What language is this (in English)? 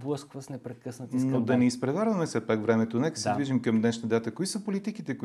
Bulgarian